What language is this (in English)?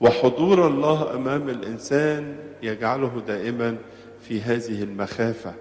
Egyptian Arabic